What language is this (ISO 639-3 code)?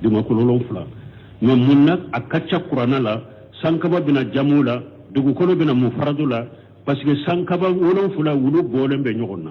bam